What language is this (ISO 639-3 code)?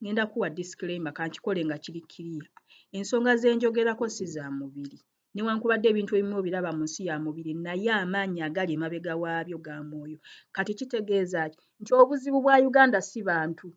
lug